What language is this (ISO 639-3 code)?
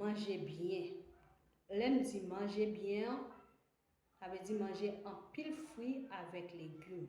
hat